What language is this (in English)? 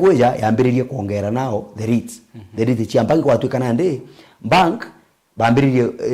Meru